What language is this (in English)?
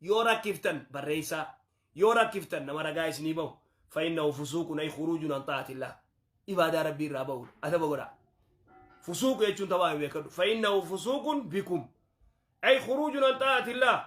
Oromo